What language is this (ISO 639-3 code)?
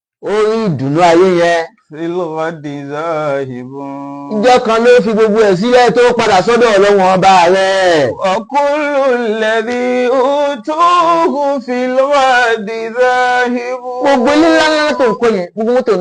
yor